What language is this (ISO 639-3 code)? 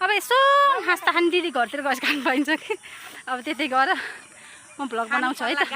nep